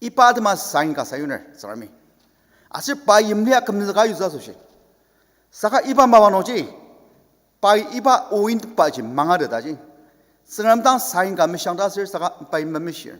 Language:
Ao Naga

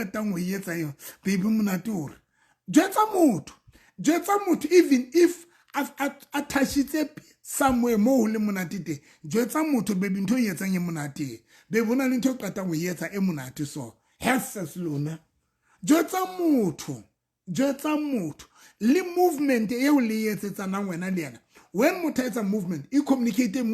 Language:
Southern Sotho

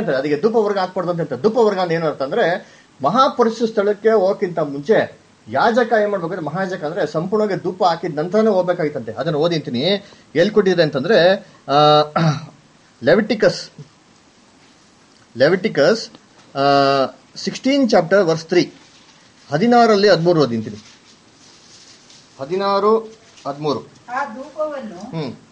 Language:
Kannada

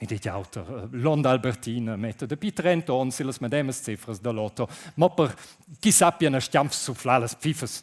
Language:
Romansh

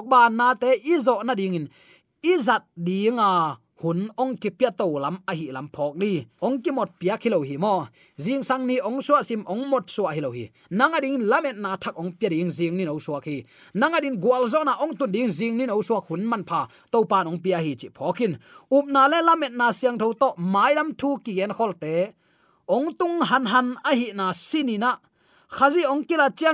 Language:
Tedim Chin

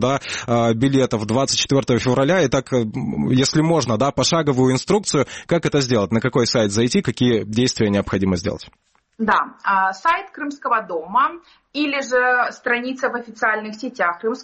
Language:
Russian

